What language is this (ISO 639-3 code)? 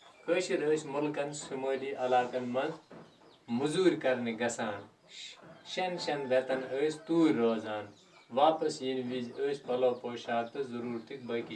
kas